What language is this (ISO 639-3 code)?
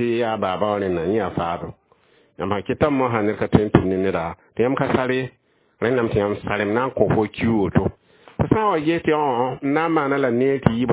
mos